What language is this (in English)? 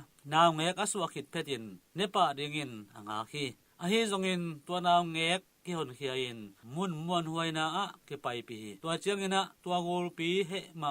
Tedim Chin